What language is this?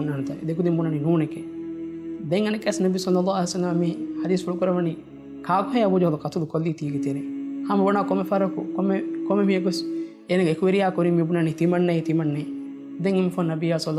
Divehi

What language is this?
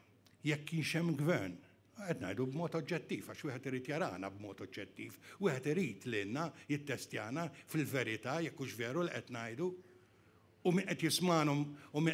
Maltese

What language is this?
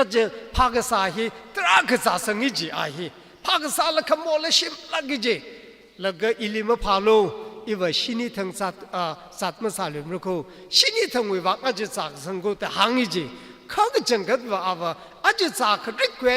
Tangkhul Naga (India)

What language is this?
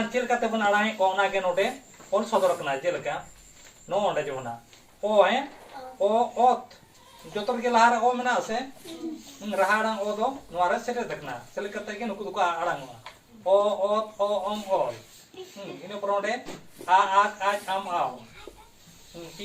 Santali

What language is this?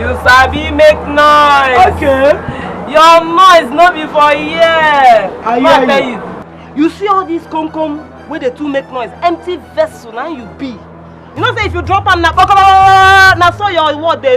Nigerian Pidgin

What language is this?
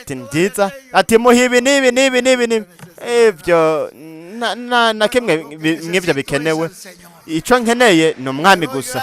Rundi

